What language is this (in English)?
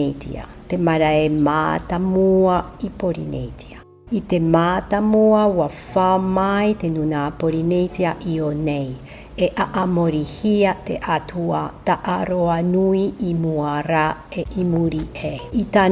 Tahitian